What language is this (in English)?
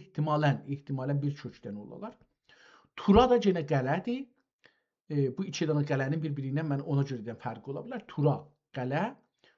South Azerbaijani